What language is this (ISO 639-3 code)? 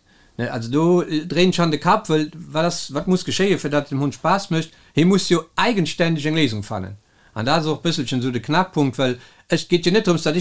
ltz